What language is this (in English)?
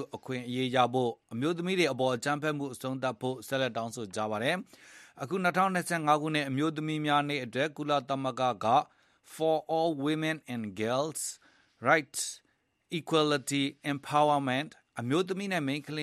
Burmese